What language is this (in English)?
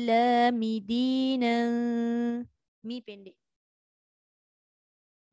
Malay